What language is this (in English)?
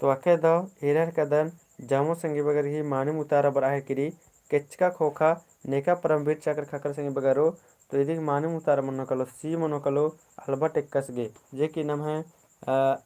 Kurukh